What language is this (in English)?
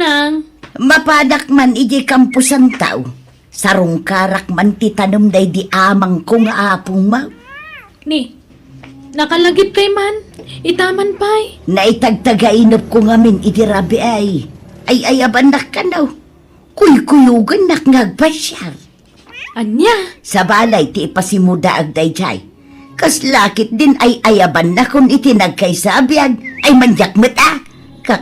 Iloko